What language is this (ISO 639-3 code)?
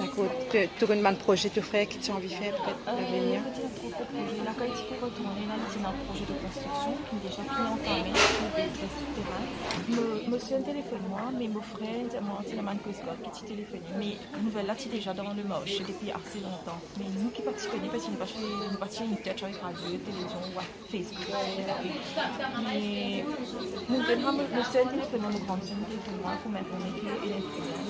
mfe